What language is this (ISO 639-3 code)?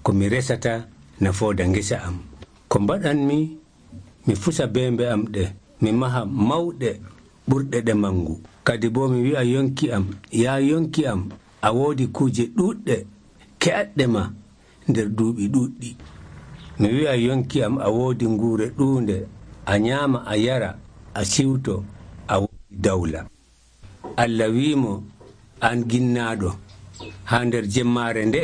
fuv